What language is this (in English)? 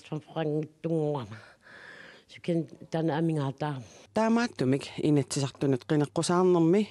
Kalaallisut